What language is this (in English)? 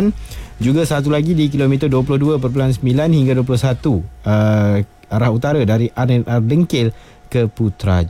Malay